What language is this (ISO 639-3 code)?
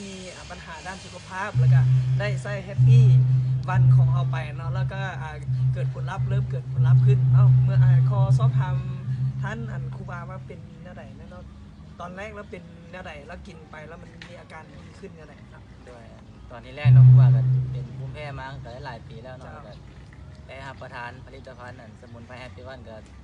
lao